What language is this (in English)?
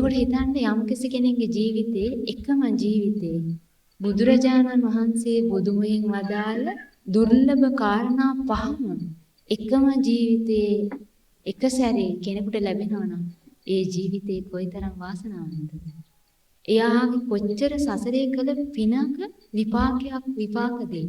Sinhala